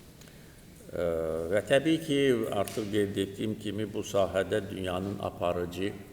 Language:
Azerbaijani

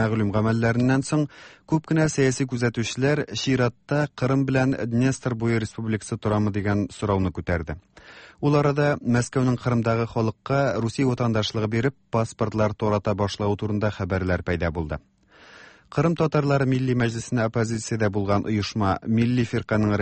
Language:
Tatar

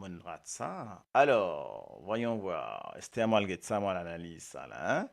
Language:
Morisyen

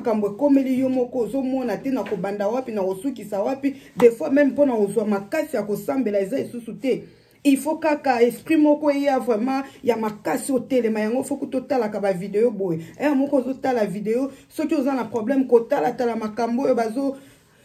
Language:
Lingala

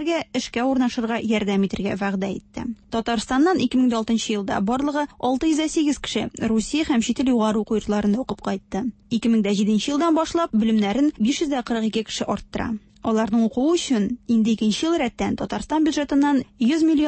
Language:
Tatar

